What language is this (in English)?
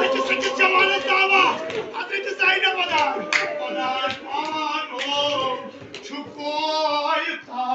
Kashmiri